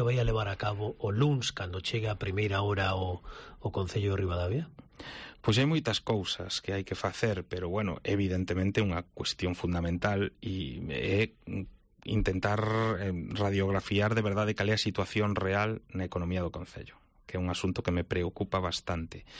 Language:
Galician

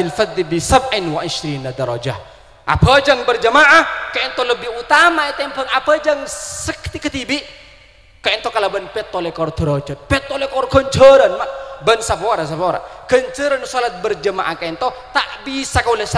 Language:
Madurese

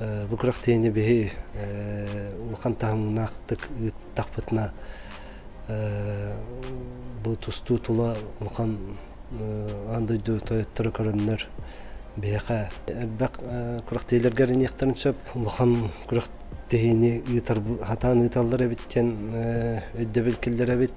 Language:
Yakut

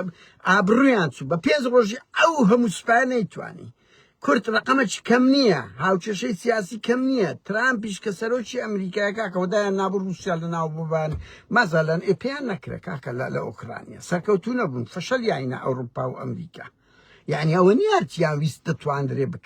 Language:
Central Kurdish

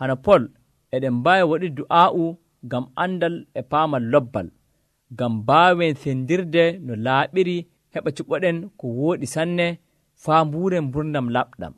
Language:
Nigerian Fulfulde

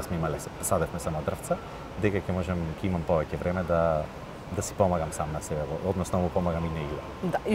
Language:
Macedonian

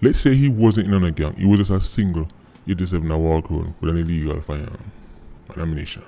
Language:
Jamaican Creole English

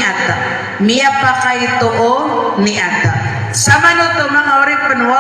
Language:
Maranao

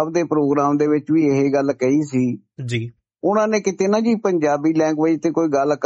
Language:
Punjabi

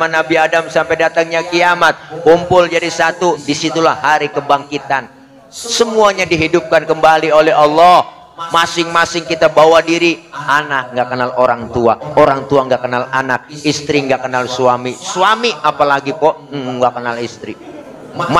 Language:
Betawi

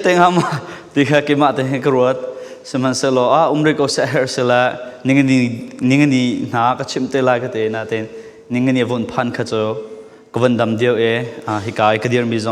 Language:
Falam Chin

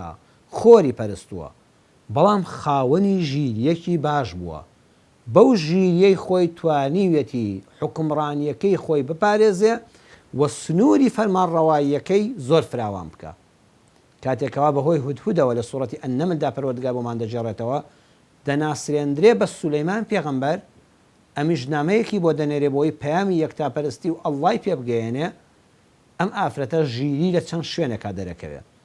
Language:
Central Kurdish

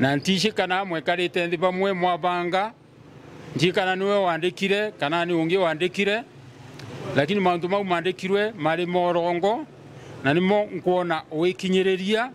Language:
Meru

